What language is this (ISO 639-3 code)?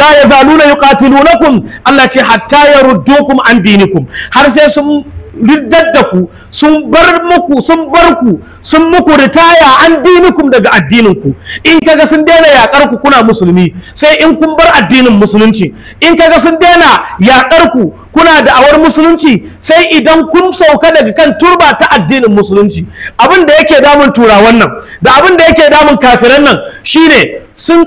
hau